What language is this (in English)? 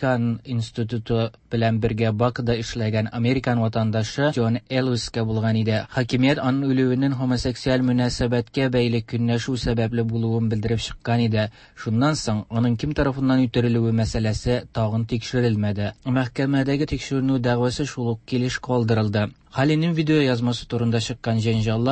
Tatar